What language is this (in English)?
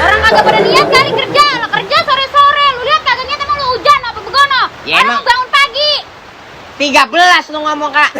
Betawi